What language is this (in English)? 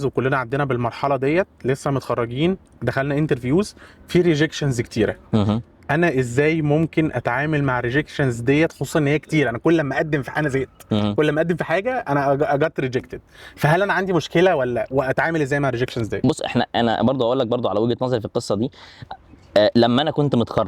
Egyptian Arabic